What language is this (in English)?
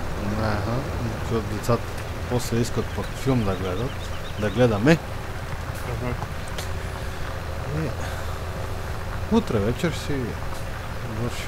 Bulgarian